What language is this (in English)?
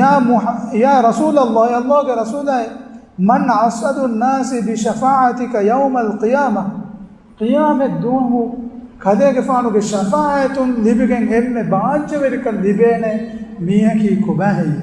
Divehi